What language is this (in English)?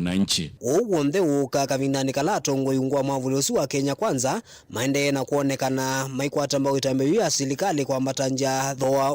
Kamba